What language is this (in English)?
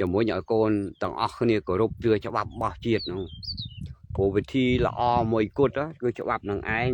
Khmer